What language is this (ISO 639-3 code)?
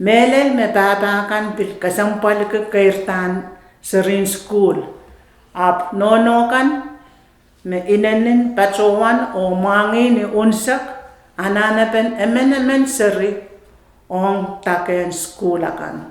pon